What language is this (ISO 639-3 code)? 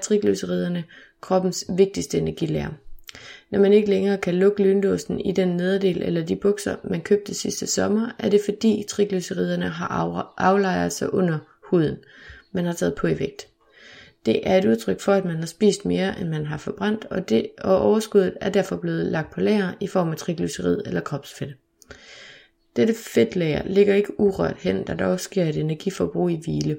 dan